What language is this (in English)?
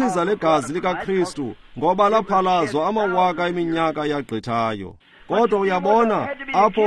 Xhosa